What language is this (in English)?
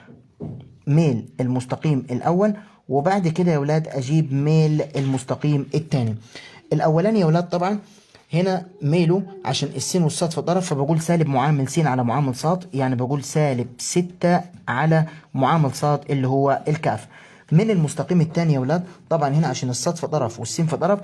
Egyptian Arabic